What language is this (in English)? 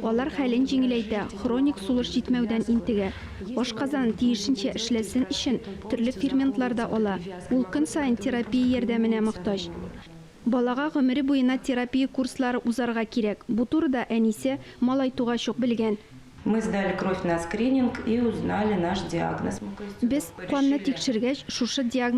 Tatar